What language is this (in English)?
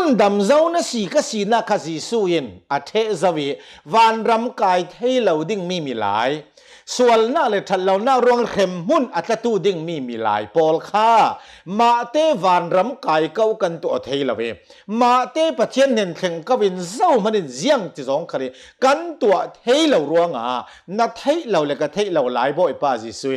Hakha Chin